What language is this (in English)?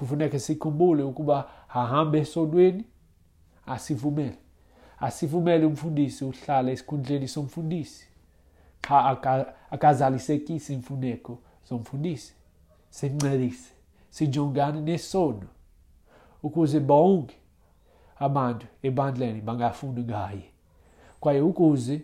Xhosa